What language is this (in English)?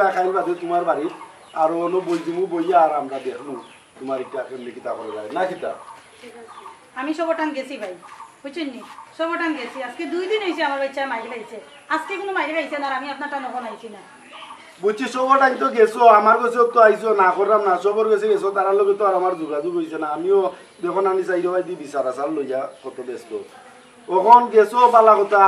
Sylheti